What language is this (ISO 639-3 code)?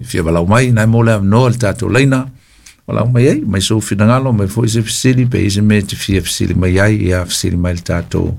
smo